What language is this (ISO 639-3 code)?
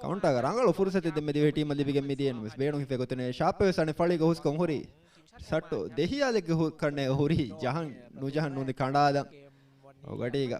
div